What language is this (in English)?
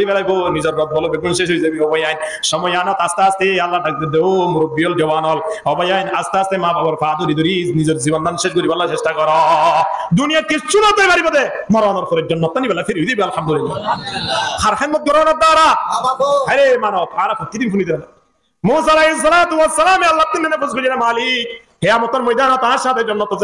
Rohingya